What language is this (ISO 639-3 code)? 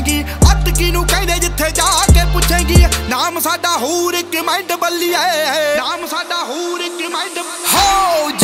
pan